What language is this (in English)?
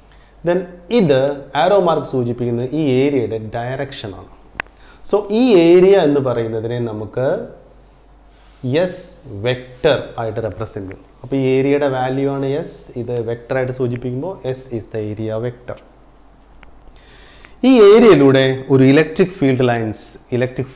Malayalam